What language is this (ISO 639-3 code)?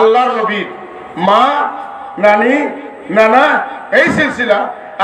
syl